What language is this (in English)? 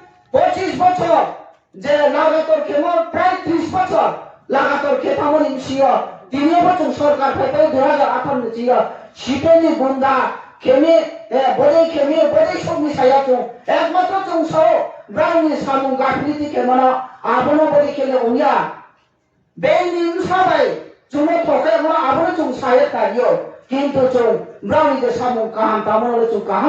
Riang (India)